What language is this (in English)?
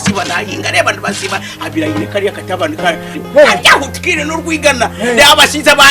Nyankole